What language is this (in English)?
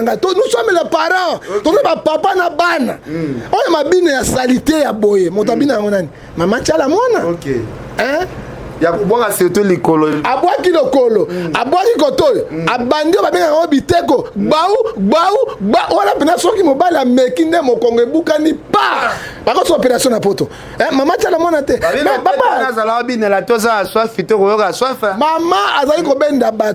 Lingala